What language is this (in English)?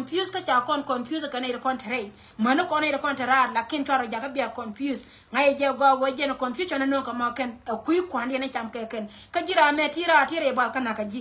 Nuer